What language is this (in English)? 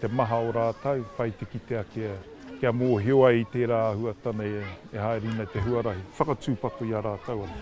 Māori